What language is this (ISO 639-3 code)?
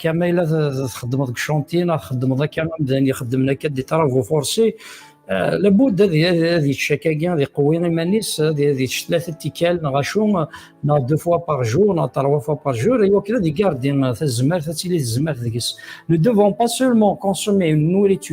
kab